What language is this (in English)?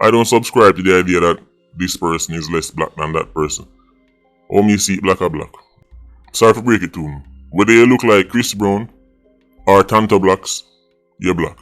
Jamaican Creole English